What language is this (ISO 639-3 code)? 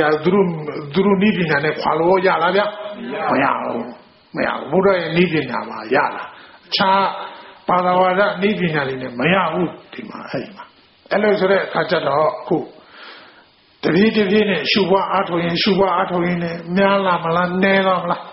mya